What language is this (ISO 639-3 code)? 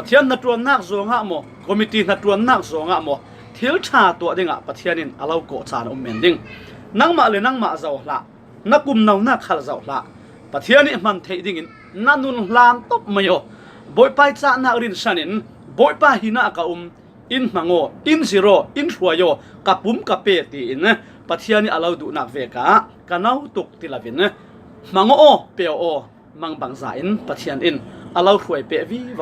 cfm